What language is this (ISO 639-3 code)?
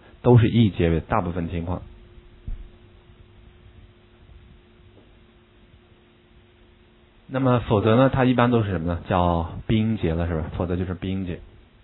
zho